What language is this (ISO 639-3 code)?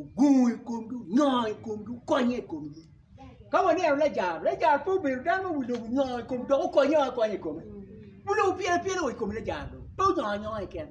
ach